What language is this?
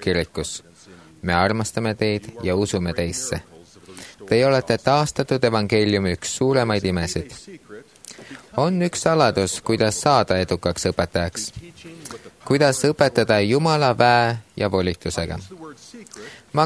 Estonian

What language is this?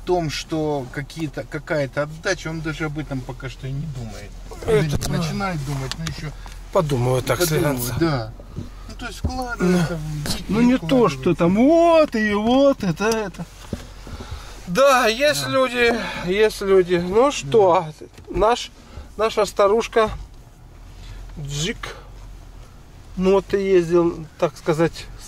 Russian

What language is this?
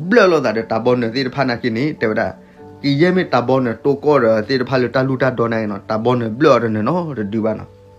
S'gaw Karen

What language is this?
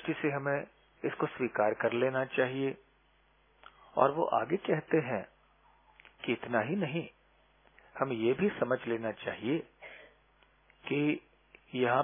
Hindi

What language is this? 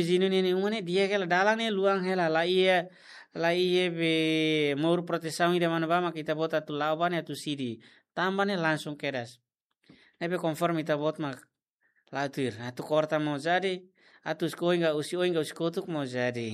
Tetum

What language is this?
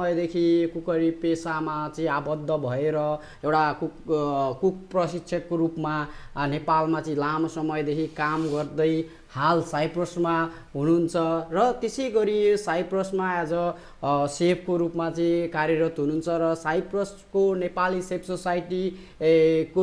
Nepali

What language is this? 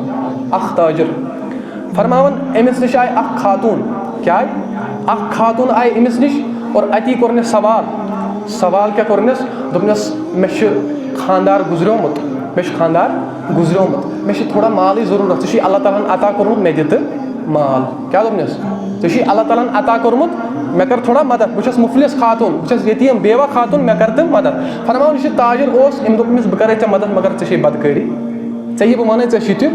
Kashmiri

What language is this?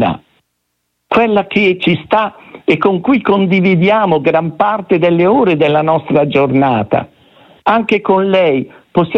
Italian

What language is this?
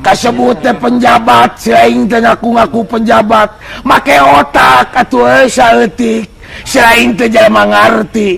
Sundanese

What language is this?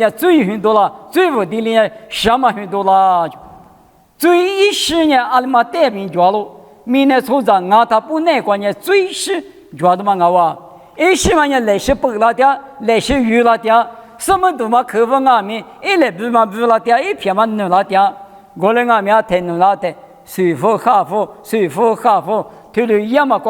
Lisu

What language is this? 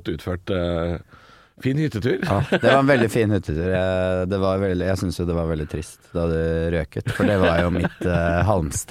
Norwegian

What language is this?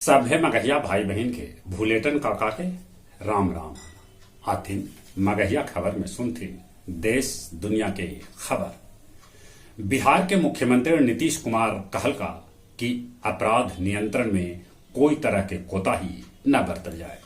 Magahi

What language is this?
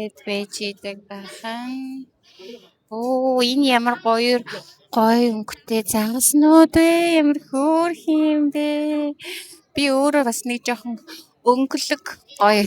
Mongolian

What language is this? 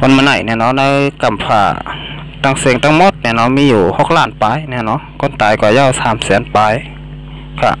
Shan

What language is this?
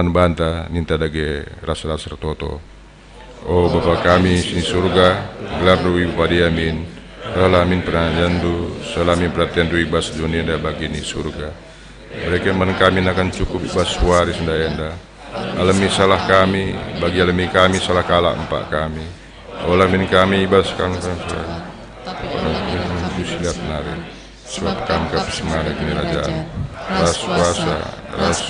Batak Karo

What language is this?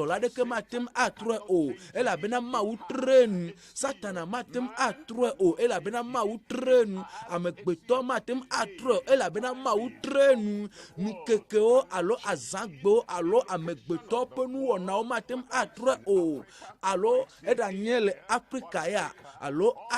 Ewe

